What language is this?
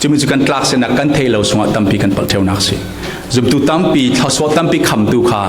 Falam Chin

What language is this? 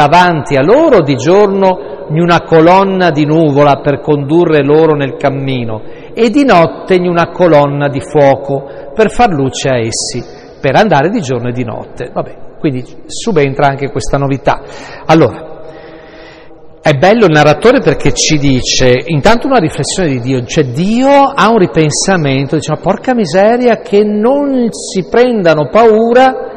Italian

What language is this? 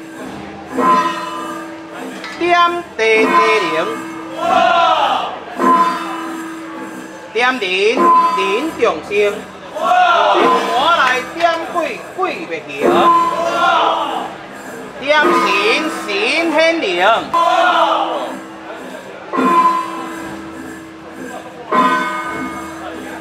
Min Nan Chinese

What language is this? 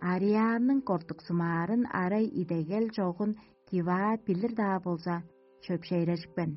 Tuvinian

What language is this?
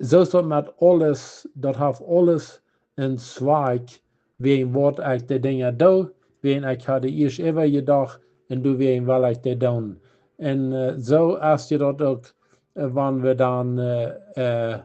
Plautdietsch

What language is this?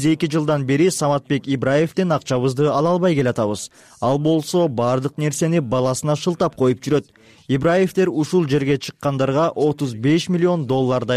Kyrgyz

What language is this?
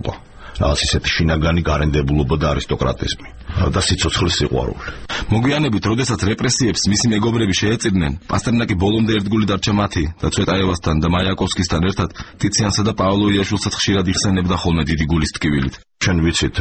Georgian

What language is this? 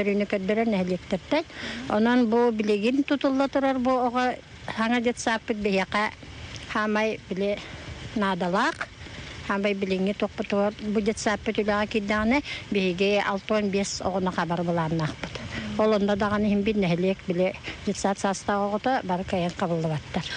Yakut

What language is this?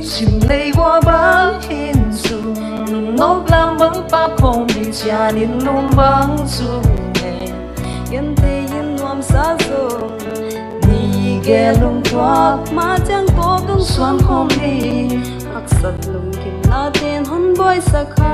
Paite Chin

